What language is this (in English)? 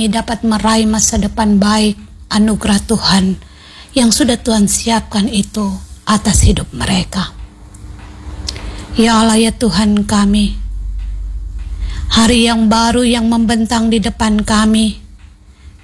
Indonesian